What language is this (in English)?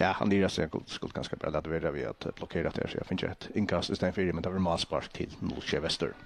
Faroese